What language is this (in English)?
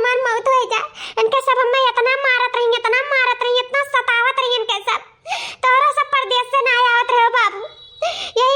Awadhi